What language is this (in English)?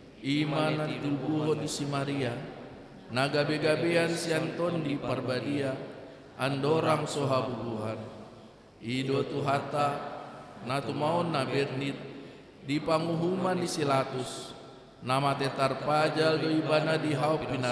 Batak Toba